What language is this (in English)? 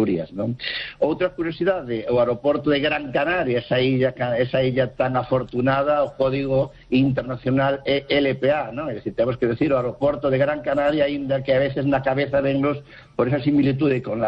Galician